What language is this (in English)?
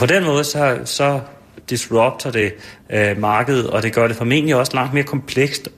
Danish